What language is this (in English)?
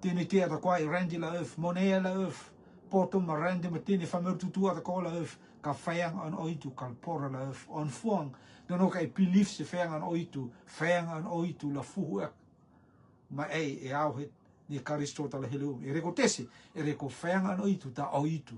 Rotuman